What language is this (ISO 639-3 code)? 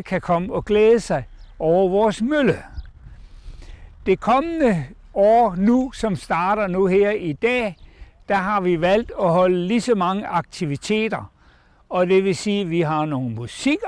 dan